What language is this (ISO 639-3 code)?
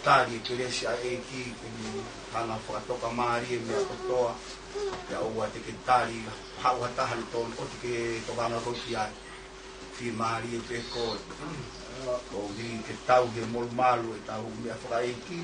ton